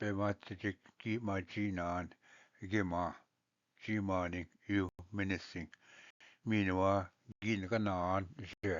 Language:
Ojibwa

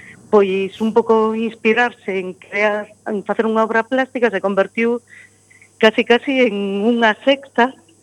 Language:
Galician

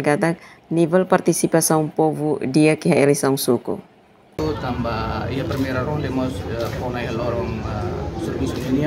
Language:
Tetum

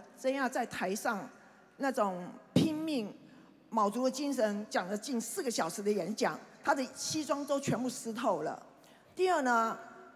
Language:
Chinese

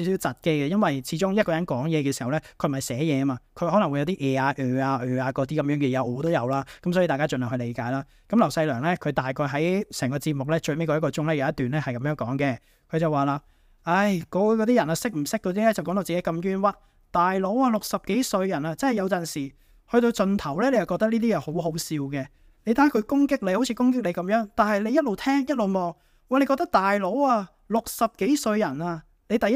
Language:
Cantonese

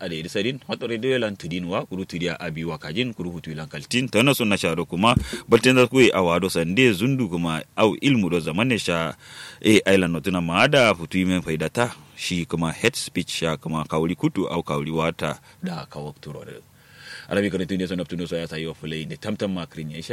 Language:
Kanuri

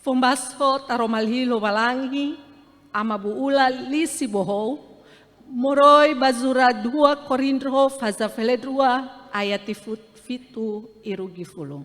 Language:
Nias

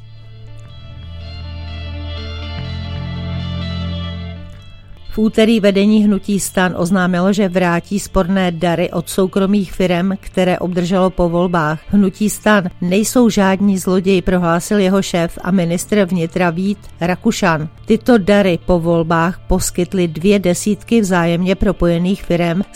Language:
Czech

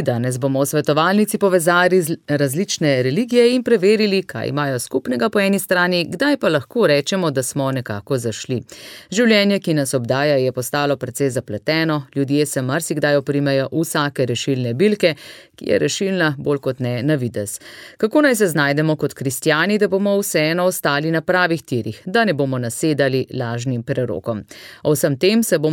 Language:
Slovenian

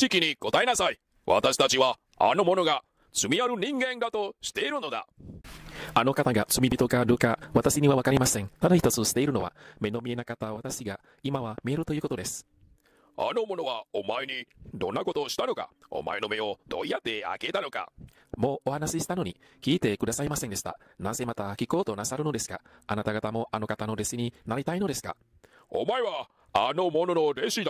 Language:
Japanese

